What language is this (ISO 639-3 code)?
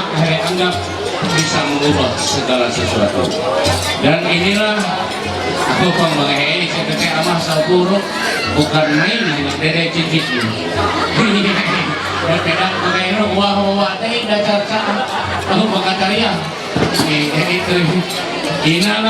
mhy